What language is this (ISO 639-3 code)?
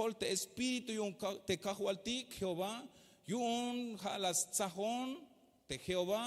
tzh